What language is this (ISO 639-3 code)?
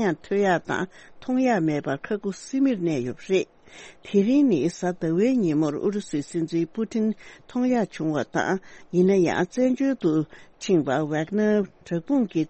bod